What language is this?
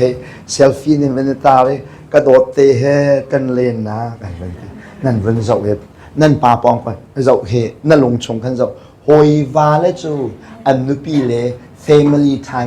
Hakha Chin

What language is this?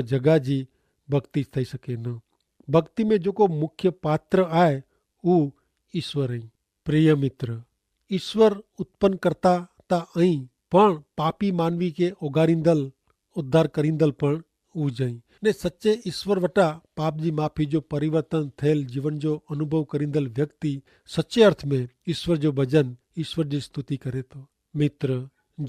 Kachhi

